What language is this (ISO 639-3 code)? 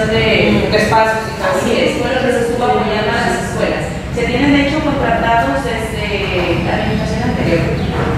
spa